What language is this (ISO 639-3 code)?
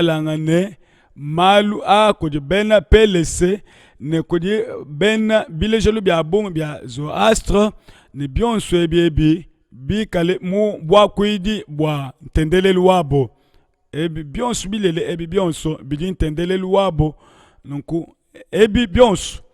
lua